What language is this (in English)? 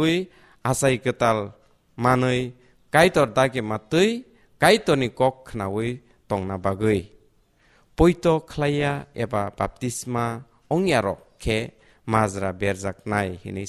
Kok Borok